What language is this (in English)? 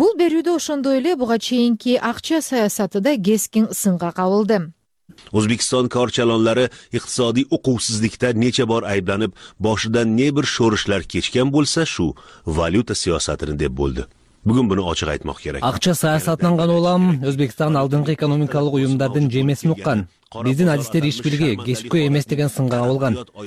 Kyrgyz